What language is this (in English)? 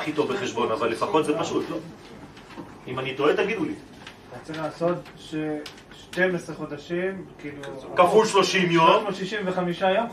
Hebrew